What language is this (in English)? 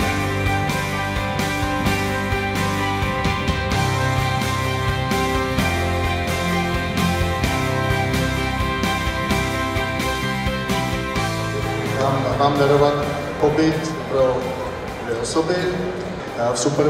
Czech